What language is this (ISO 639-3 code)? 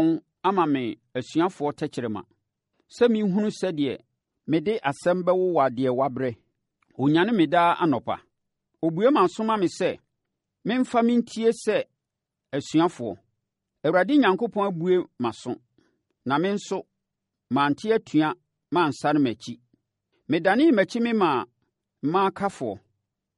aka